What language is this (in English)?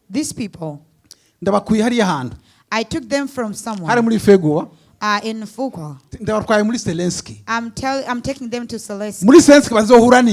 Rundi